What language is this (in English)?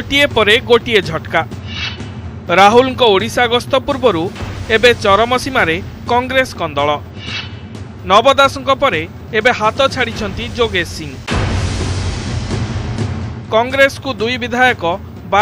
Odia